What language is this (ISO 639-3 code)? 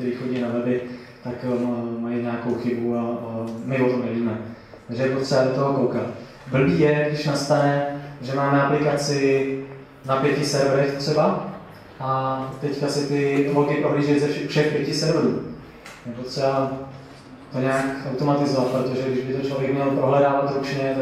ces